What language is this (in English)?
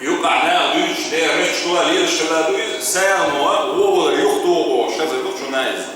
Chechen